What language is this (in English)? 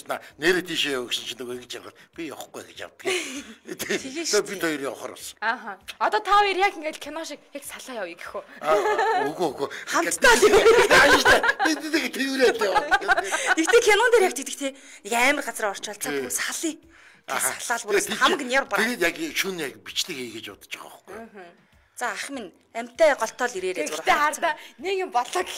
Mongolian